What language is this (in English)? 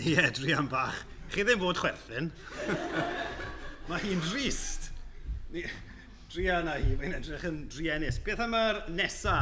Welsh